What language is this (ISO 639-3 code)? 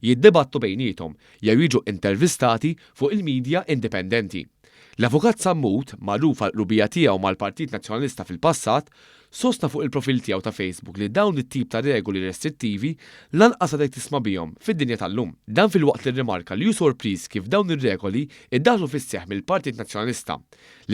mlt